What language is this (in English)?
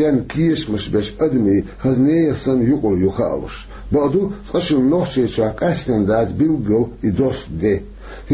Chechen